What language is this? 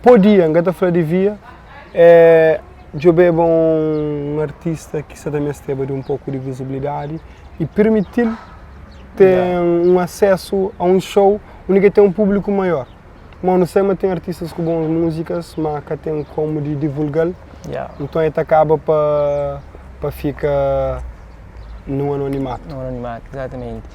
Kabuverdianu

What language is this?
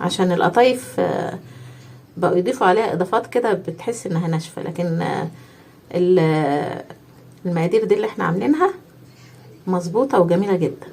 Egyptian Arabic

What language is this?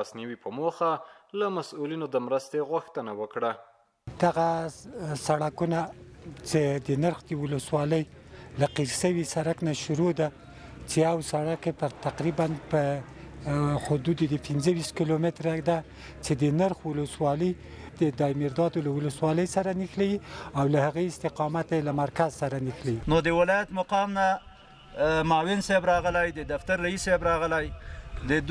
Pashto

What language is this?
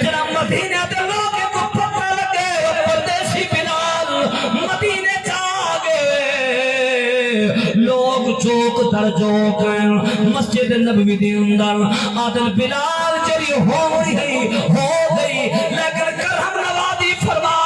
Saraiki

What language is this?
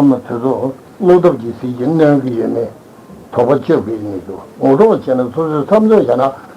Tibetan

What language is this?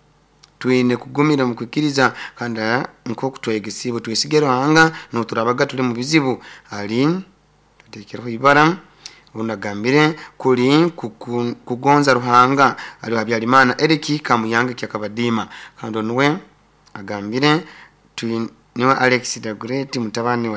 Nyoro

